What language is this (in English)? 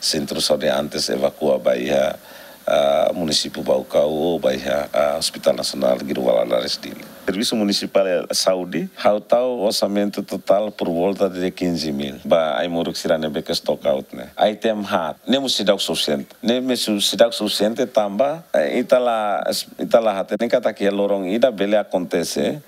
Tetum